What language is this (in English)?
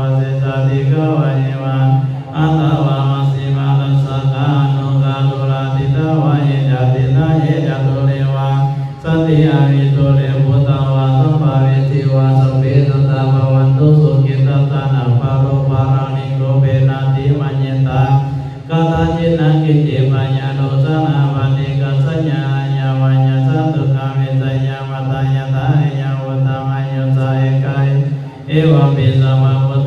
Pali